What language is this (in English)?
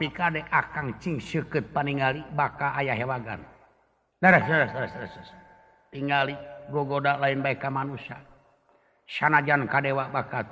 Sundanese